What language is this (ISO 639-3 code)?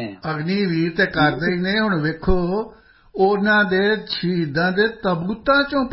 pan